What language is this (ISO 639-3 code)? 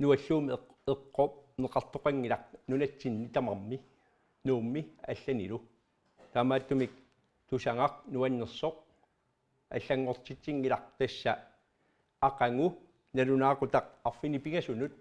kal